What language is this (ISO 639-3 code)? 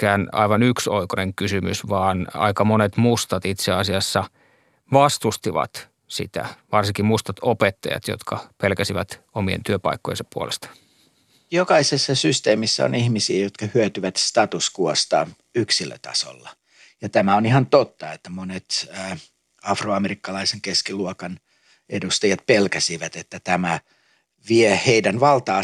fin